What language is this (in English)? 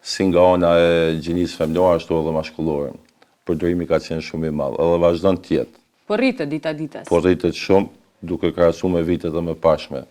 Albanian